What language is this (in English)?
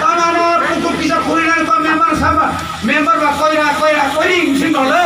Kok Borok